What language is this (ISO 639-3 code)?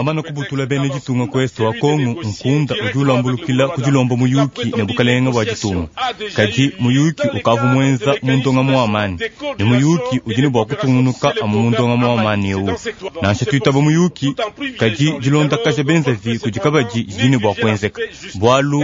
lua